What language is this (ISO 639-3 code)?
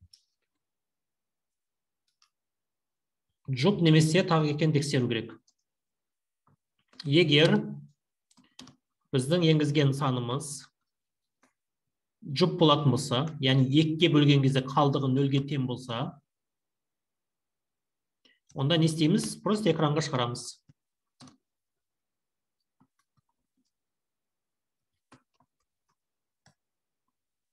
kaz